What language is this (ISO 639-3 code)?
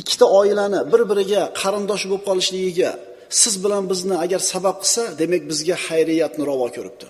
uzb